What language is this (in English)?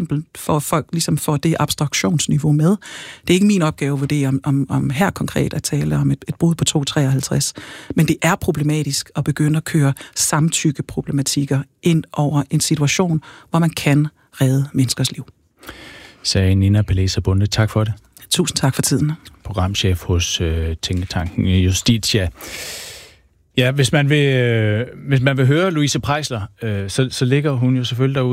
Danish